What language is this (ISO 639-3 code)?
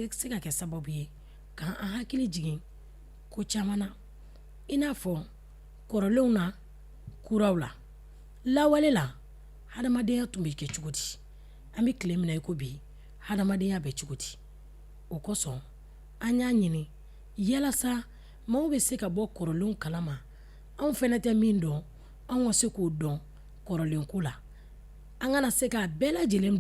bam